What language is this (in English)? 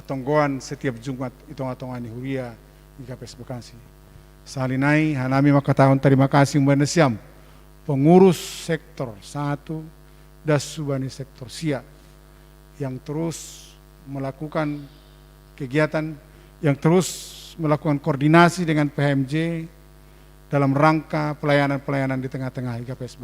Batak Simalungun